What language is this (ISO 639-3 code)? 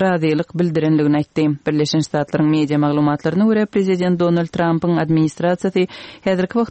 tuk